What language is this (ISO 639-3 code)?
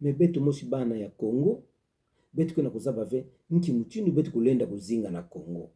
ktu